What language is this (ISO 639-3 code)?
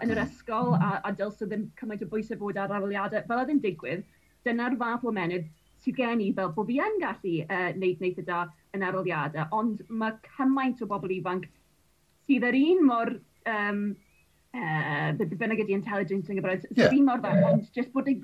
cym